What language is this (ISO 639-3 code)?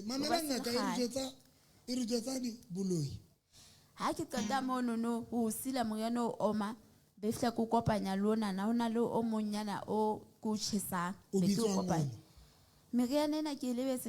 sot